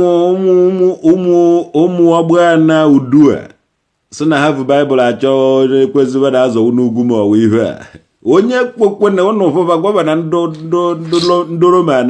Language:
Igbo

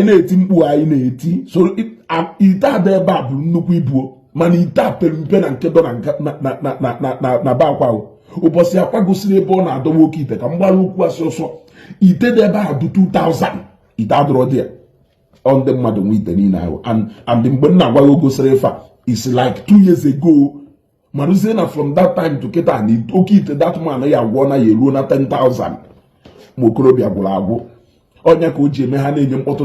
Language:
Igbo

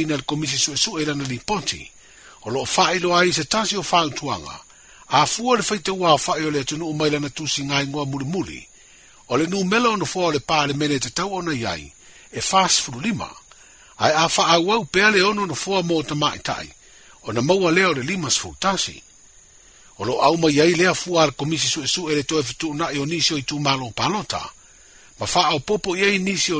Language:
Samoan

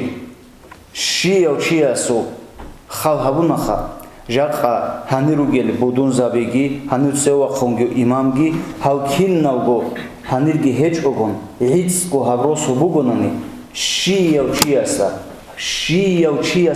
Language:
Avaric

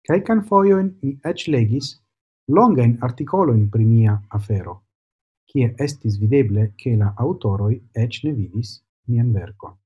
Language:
Esperanto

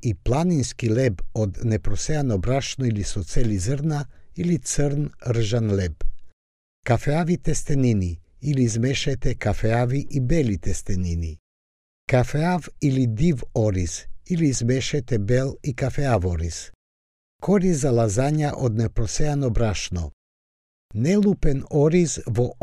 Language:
Macedonian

